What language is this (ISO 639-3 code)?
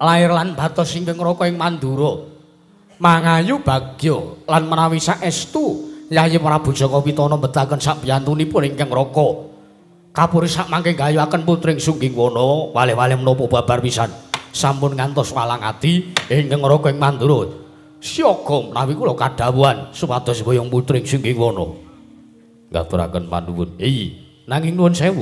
jav